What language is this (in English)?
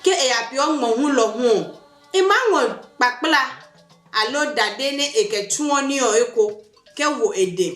Adangme